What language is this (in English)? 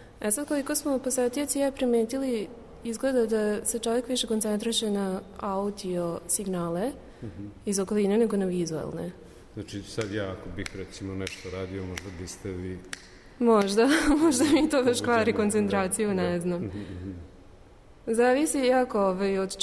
Serbian